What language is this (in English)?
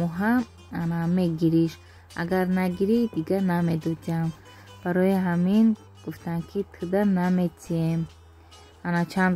Tajik